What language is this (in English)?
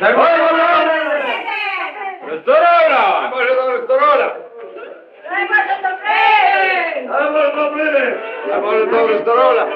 Rusyn